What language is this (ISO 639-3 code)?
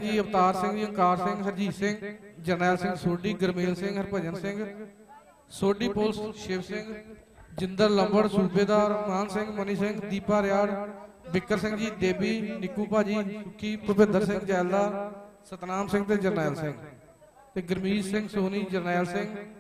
pan